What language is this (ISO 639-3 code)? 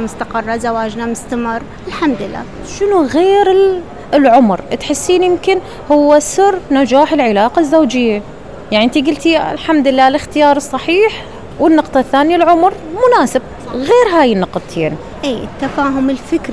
acm